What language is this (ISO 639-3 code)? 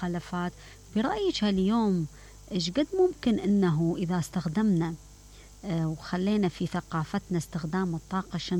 acm